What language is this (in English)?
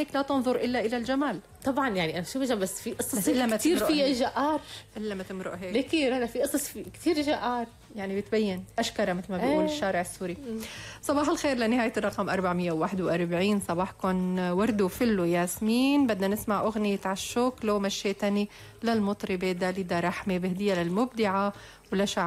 North Levantine Arabic